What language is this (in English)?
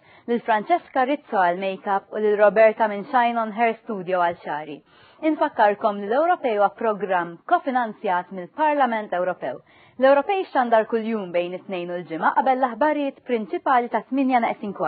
Maltese